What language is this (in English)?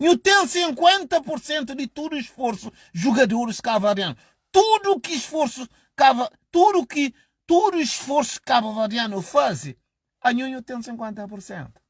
Kabuverdianu